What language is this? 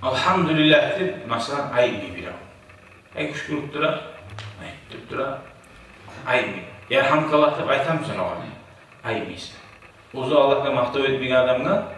Kumyk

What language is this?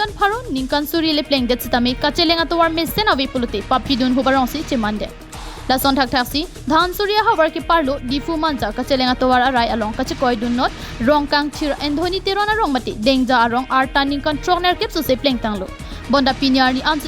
Karbi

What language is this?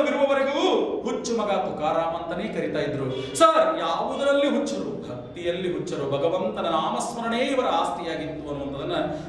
Kannada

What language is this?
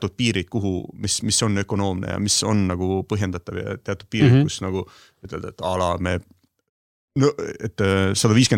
Estonian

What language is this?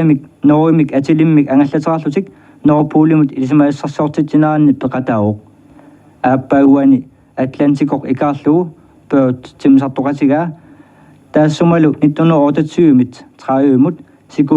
Kalaallisut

